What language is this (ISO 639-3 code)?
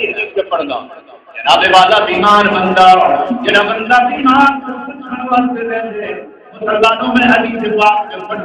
skr